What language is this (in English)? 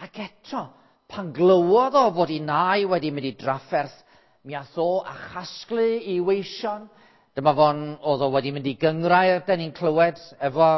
Welsh